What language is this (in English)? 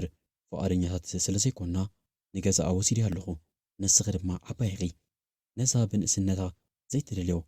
Tigrinya